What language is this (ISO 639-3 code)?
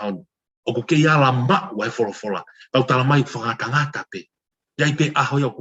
ton